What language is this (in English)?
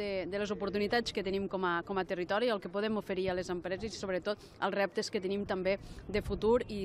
Catalan